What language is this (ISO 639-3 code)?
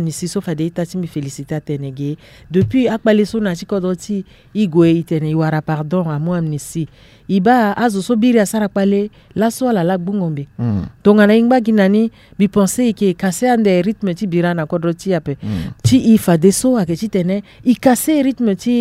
sag